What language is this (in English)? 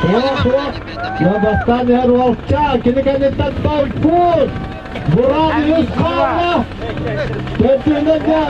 Yakut